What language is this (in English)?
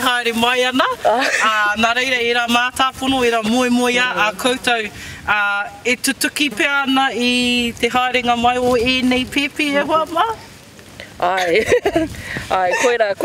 Māori